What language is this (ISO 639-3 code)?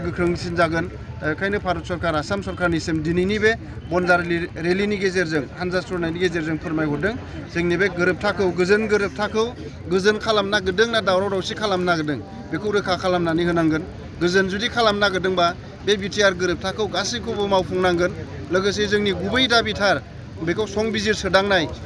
brx